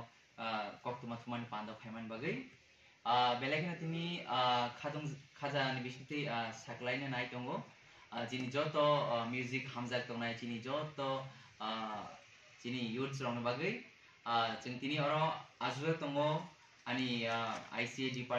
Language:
Kok Borok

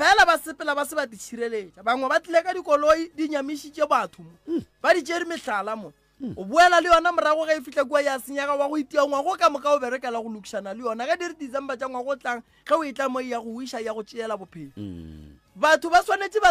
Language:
Northern Sotho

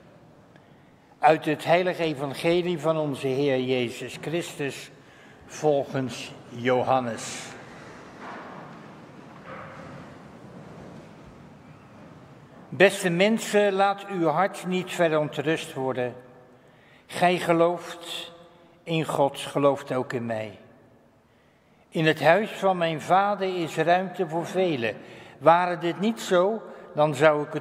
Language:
Dutch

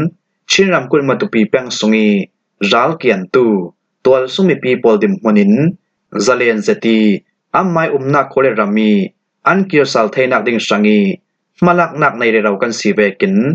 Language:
Falam Chin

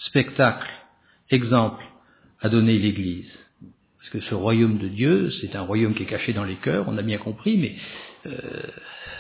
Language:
French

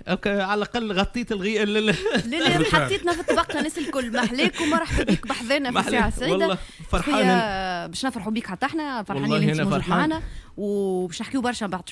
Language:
Tunisian Arabic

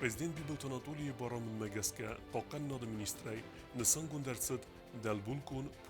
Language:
Ossetic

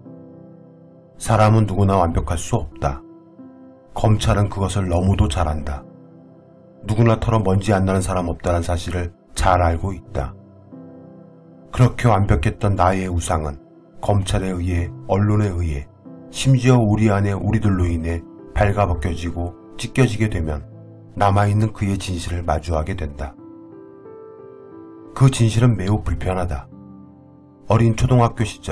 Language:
Korean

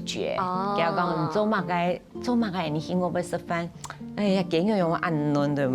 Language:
Hakka Chinese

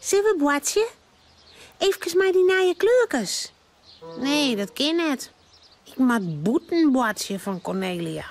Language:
Western Frisian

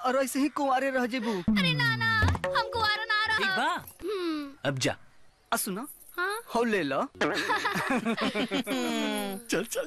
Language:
Bhojpuri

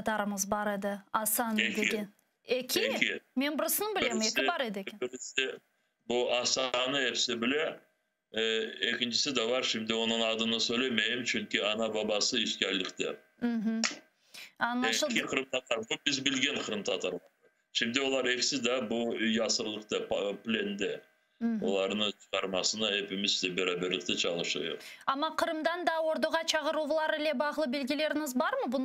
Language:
Crimean Tatar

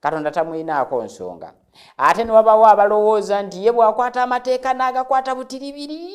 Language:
Ganda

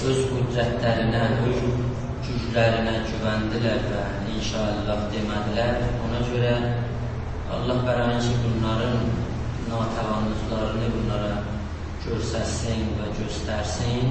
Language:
South Azerbaijani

